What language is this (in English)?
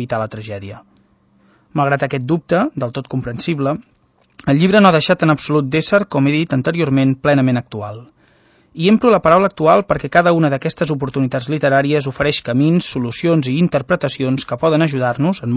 Catalan